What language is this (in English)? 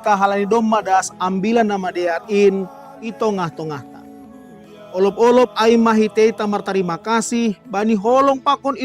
Batak Simalungun